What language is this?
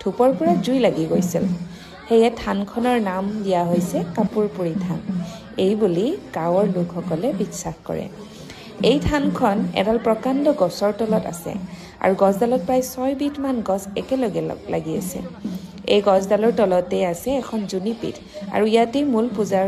Assamese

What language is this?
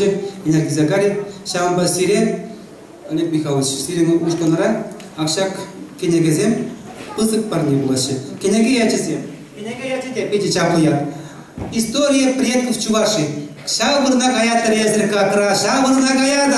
Chuvash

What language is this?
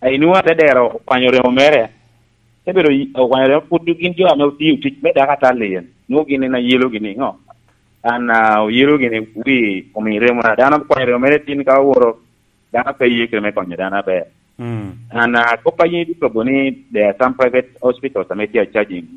Lango (Uganda)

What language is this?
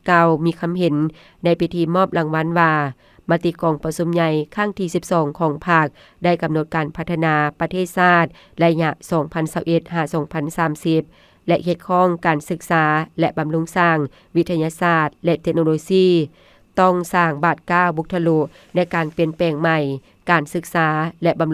Lao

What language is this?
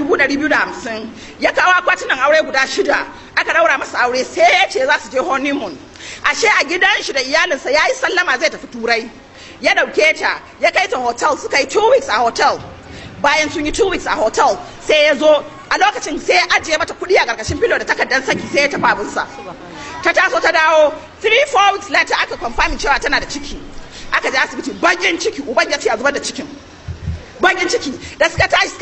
Hausa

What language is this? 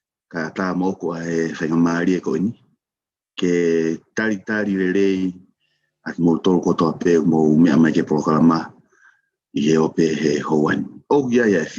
Tongan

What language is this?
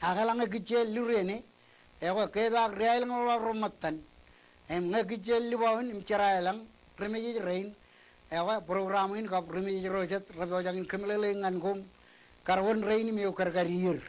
Marshallese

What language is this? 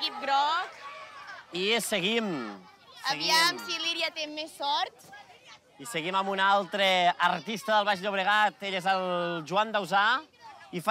Catalan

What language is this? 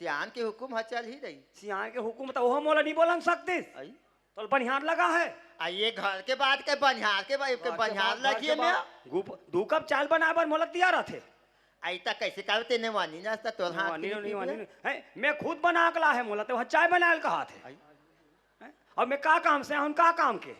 Chhattisgarhi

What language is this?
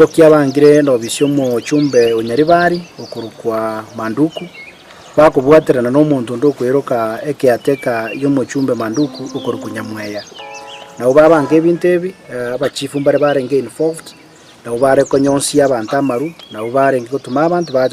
Gusii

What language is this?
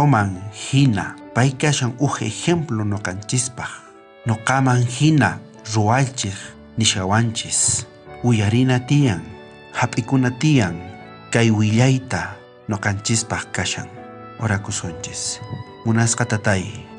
South Bolivian Quechua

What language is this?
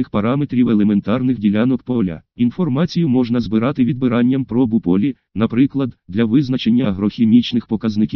Ukrainian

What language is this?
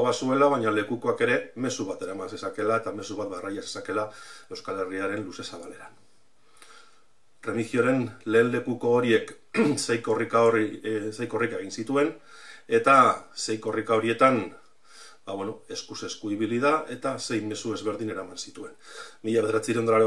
Basque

